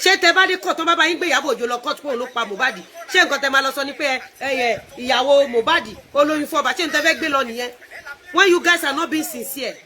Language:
Yoruba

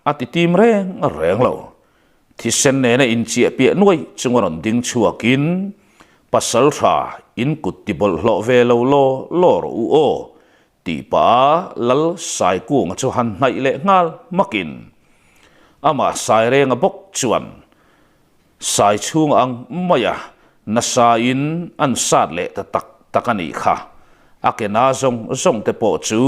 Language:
Mizo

